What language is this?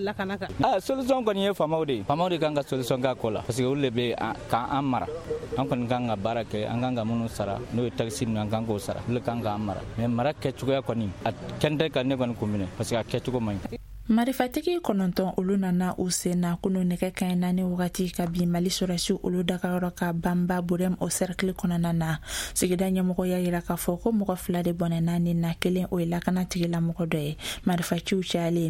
Bambara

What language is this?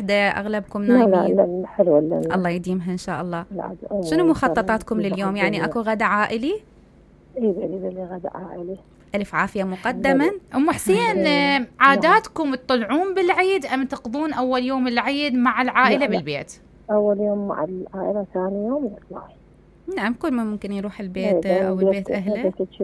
Mesopotamian Arabic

